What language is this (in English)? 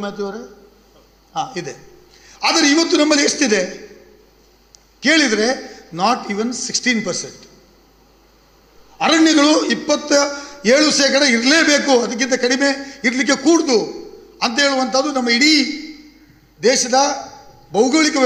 Kannada